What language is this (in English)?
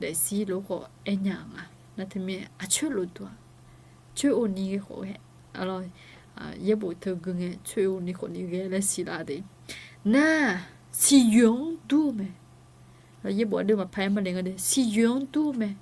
Akha